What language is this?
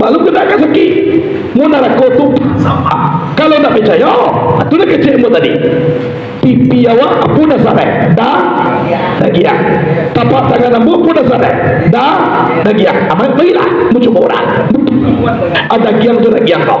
Minangkabau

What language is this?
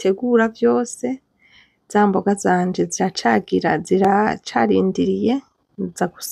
Rundi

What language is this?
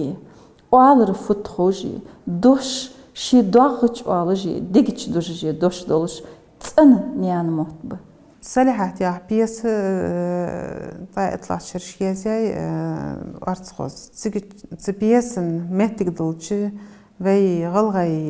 Ingush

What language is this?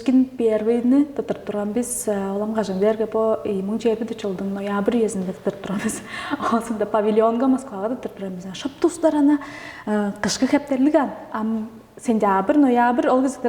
Tuvinian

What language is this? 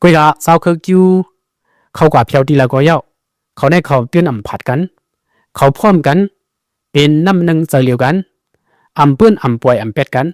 Shan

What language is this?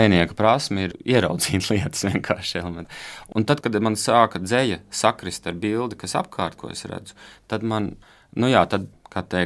Latvian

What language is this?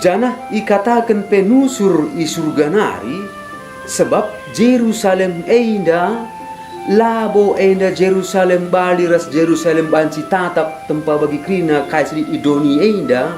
Batak Karo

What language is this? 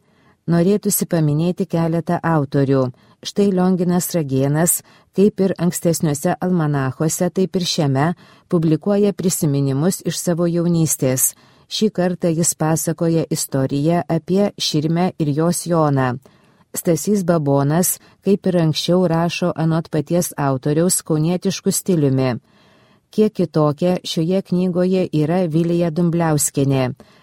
Lithuanian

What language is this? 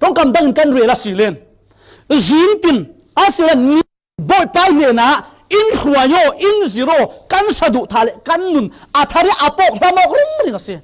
Falam Chin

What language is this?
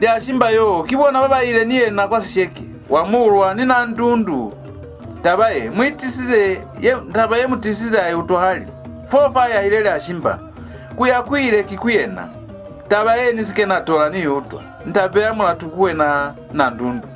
Lozi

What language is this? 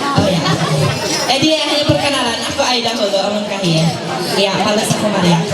Ma'anyan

